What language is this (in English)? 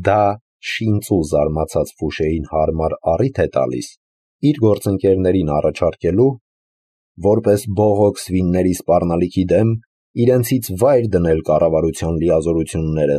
Armenian